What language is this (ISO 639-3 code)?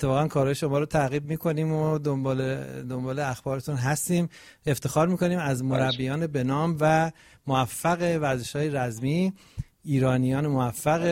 fas